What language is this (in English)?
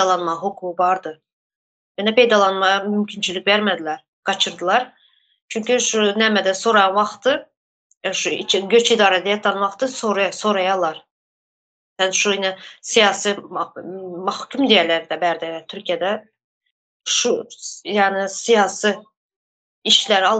Turkmen